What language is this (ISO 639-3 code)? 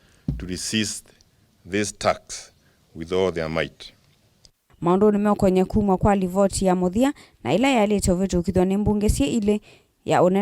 kam